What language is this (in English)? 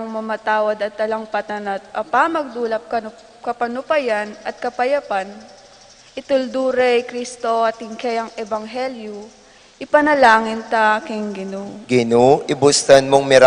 Pampanga